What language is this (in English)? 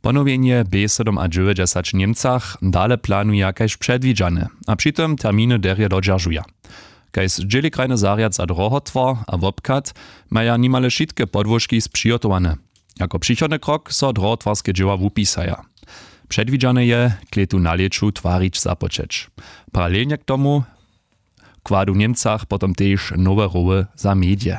Upper Sorbian